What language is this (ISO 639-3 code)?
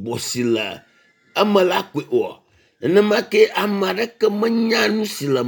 ewe